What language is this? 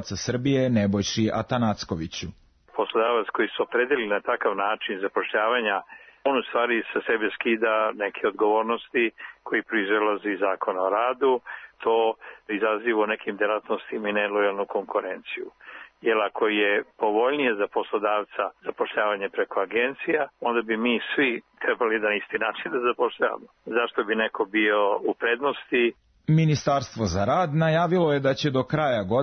Serbian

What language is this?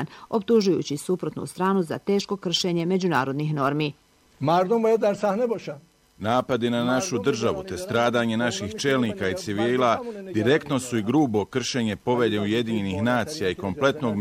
Bosnian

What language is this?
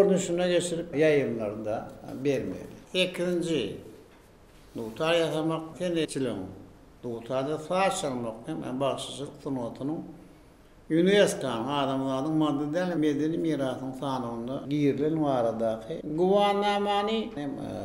Turkmen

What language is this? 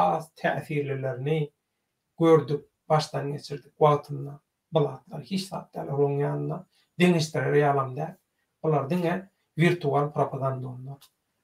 Turkmen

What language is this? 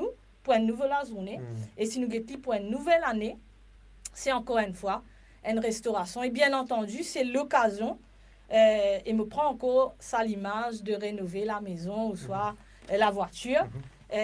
Morisyen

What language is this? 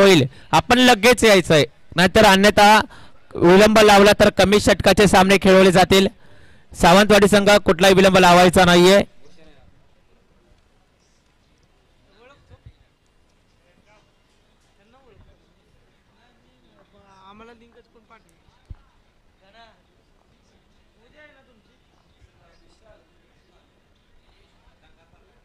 Marathi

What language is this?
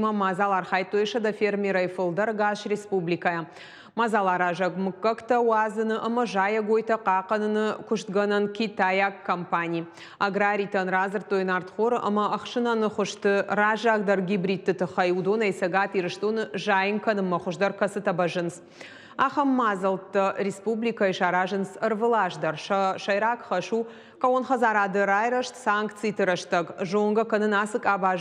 Ossetic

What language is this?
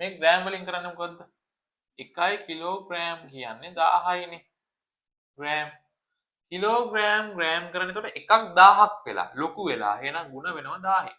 Sinhala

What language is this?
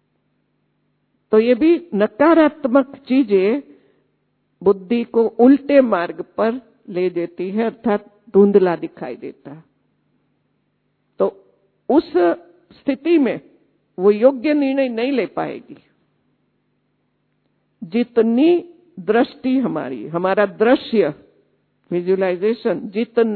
Hindi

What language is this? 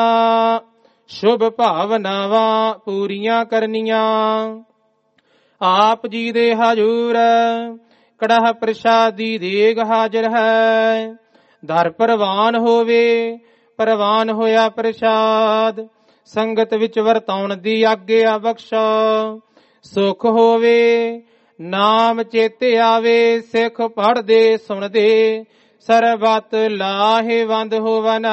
Punjabi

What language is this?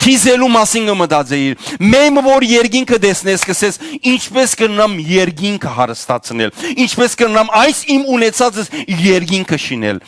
Western Armenian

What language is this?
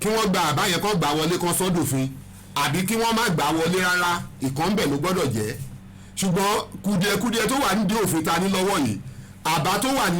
Yoruba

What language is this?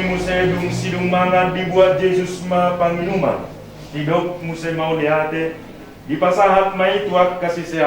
Batak Toba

